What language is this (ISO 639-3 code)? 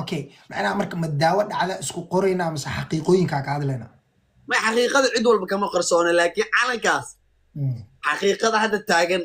som